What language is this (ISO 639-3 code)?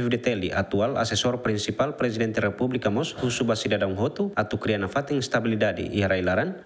tet